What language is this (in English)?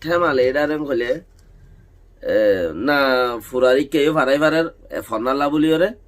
Rohingya